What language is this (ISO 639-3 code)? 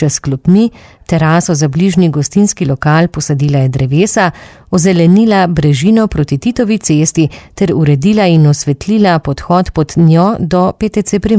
slv